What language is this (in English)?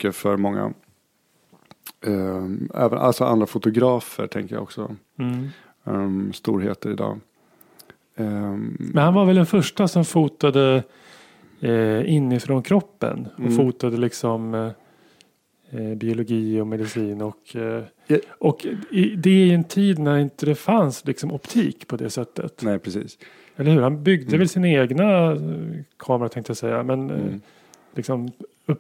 Swedish